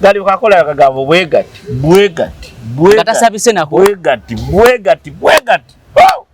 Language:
Ganda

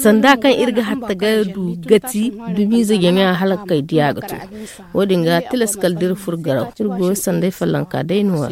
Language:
Zarma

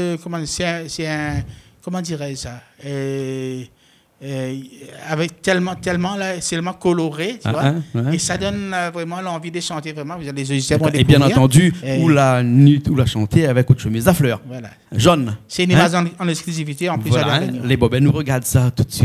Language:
Réunion Creole French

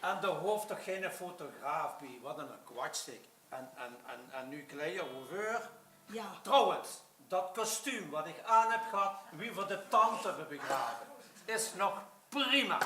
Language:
Limburgish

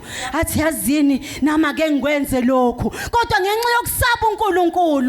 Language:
Zulu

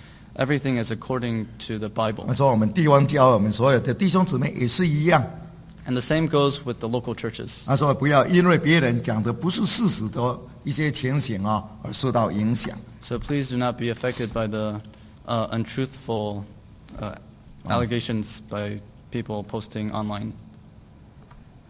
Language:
Chinese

